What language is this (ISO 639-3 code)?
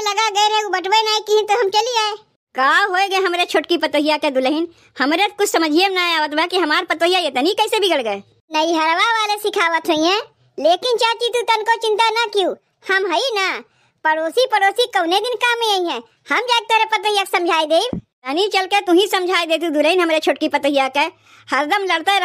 awa